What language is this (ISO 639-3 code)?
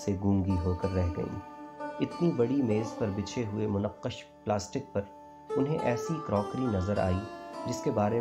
urd